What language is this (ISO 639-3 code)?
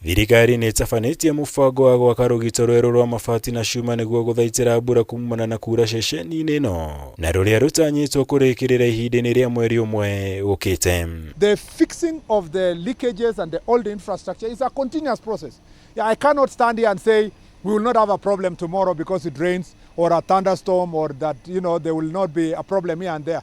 kik